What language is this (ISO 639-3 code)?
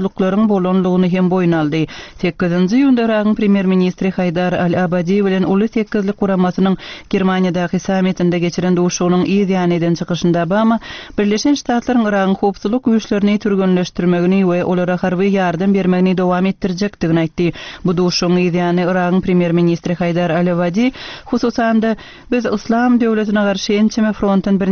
tuk